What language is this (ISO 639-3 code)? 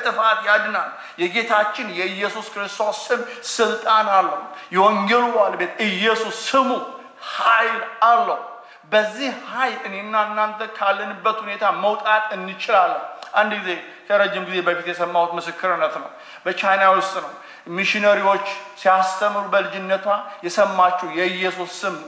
amh